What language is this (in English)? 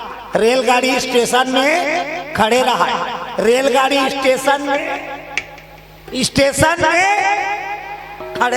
Chhattisgarhi